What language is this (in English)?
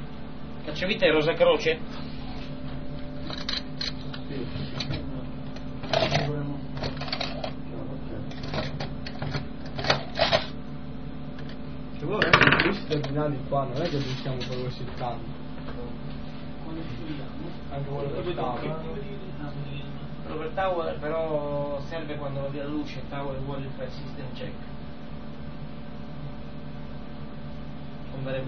Italian